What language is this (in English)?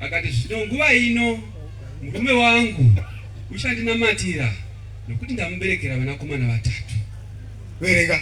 Shona